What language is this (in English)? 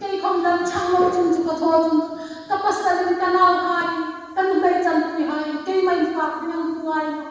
Hmar